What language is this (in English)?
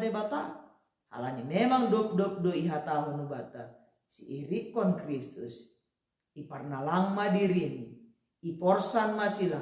Batak Simalungun